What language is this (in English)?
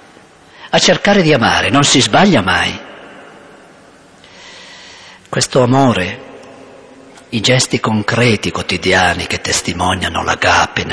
Italian